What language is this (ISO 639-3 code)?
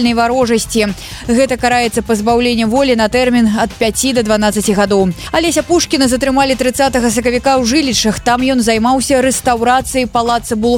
bel